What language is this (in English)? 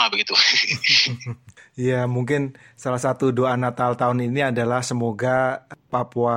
Indonesian